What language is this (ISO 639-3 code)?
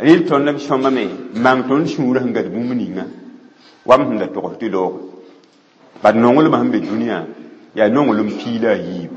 mos